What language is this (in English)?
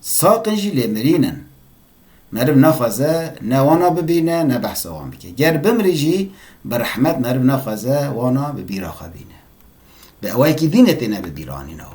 Kurdish